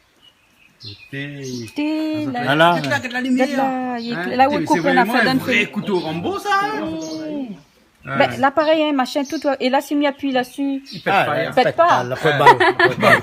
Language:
Réunion Creole French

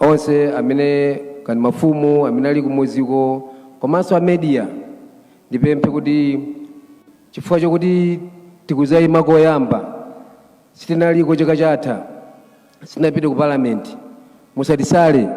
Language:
Nyanja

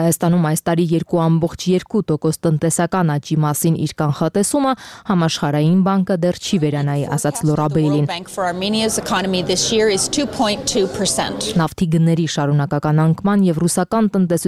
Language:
Armenian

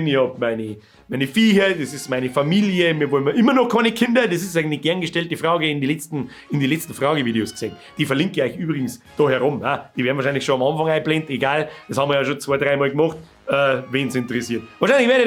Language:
Bavarian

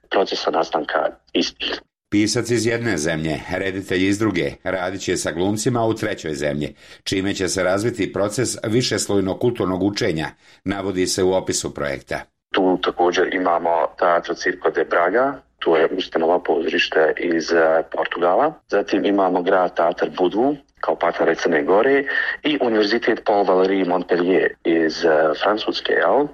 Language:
Bosnian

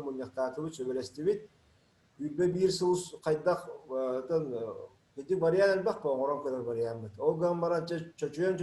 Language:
Yakut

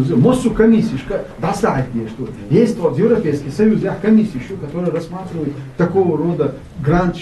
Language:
Chechen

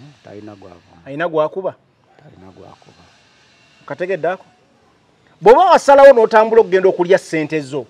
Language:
Ganda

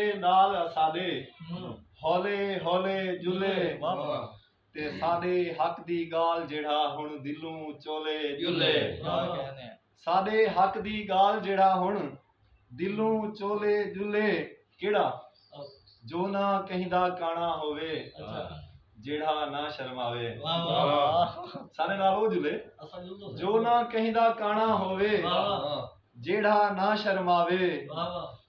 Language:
Saraiki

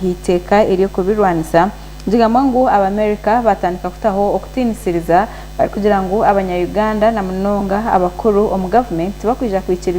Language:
Nyankole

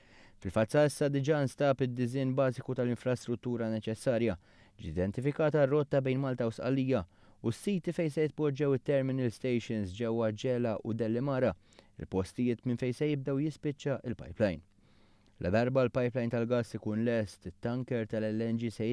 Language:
Maltese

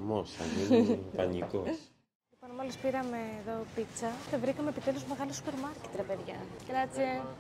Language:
Greek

